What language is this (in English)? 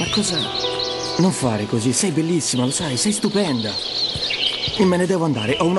Italian